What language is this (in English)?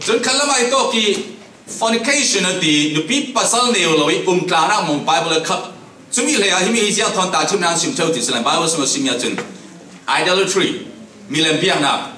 Falam Chin